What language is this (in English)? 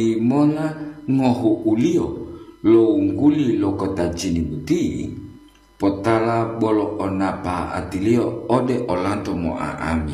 Gorontalo